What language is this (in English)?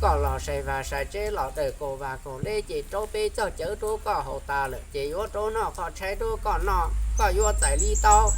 Hmong